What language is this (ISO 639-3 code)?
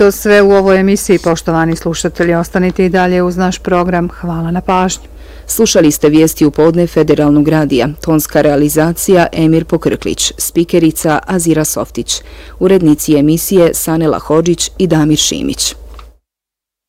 bos